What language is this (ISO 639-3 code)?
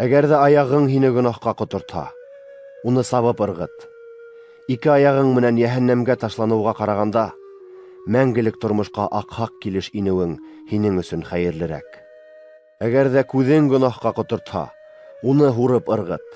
bak